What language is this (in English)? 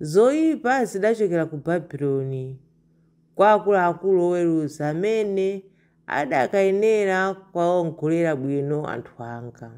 Nyanja